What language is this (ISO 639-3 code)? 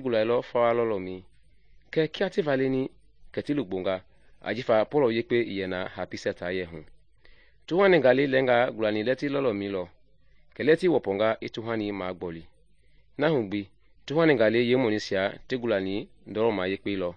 men